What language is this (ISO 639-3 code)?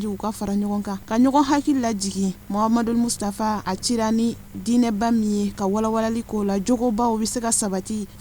bam